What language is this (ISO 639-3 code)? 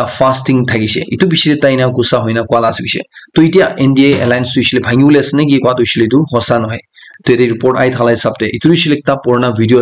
nag